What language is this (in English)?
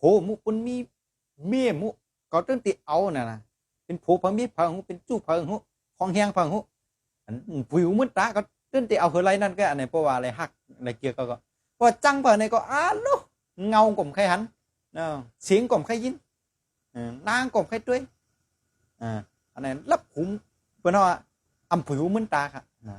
Shan